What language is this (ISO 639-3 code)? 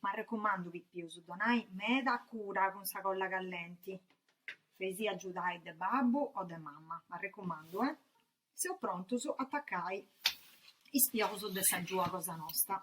srd